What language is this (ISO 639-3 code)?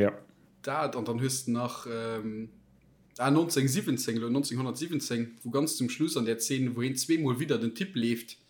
ltz